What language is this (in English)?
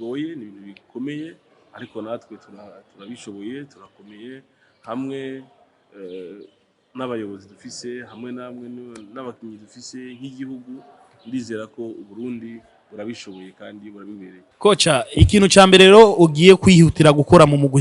Rundi